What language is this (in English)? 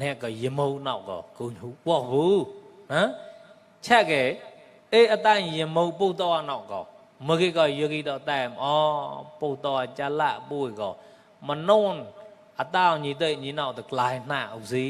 Mon